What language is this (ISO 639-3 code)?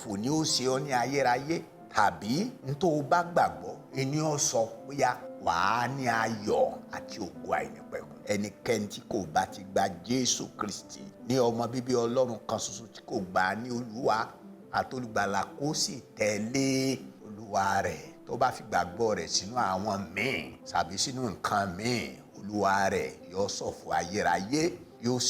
yor